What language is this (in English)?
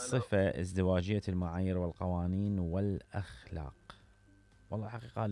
Mesopotamian Arabic